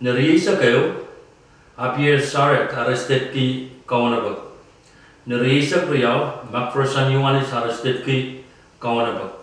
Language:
Pohnpeian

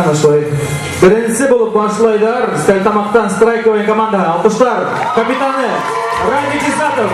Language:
Bashkir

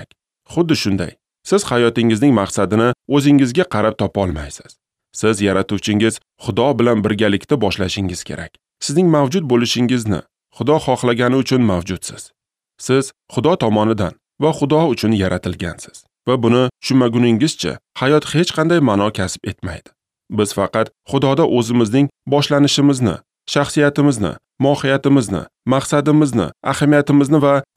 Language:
Uzbek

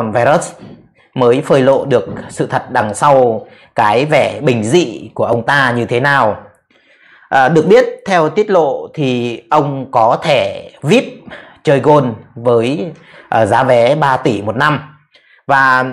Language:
Vietnamese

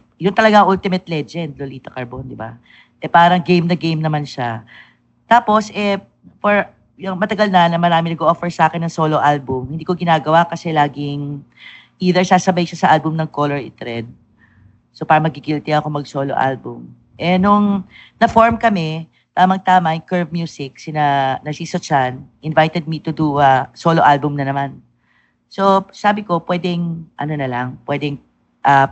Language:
Filipino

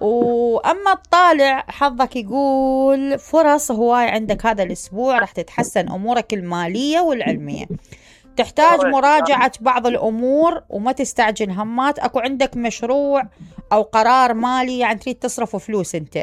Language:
Mesopotamian Arabic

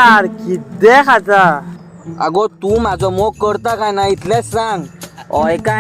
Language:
Konkani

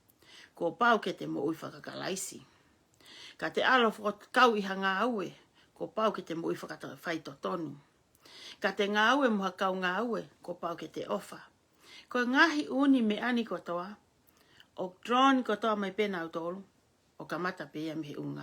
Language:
Tongan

